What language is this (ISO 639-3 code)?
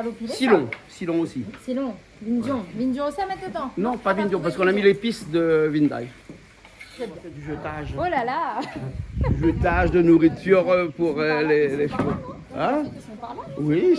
rcf